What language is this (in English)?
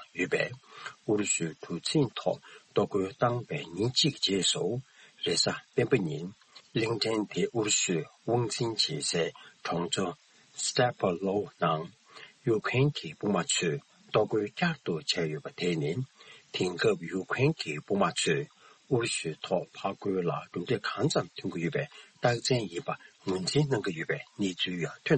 Tibetan